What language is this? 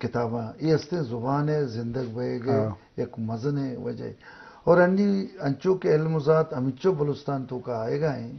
Eastern Balochi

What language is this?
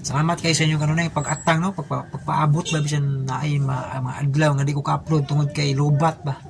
Cebuano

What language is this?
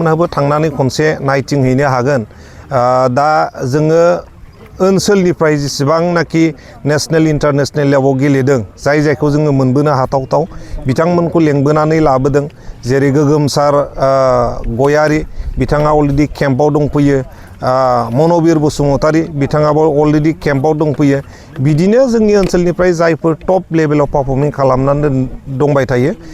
Bodo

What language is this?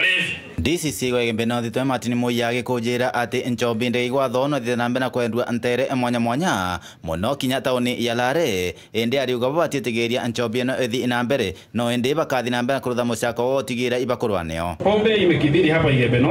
Meru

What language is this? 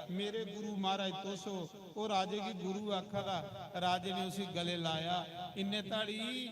Dogri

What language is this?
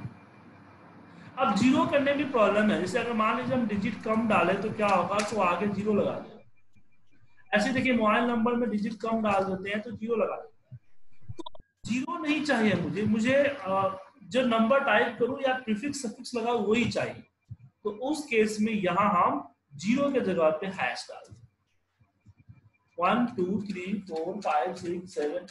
Hindi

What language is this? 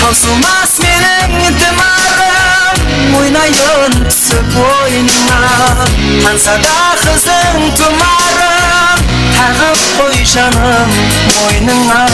Kara-Kalpak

